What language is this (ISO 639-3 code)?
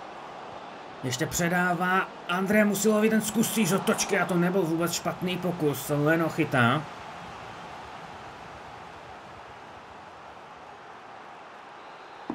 ces